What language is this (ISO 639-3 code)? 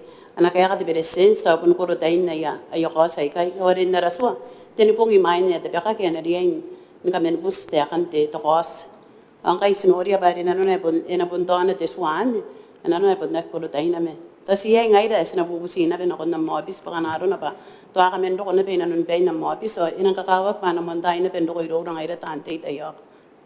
gil